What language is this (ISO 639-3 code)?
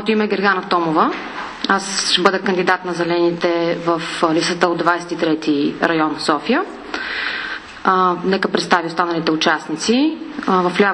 bul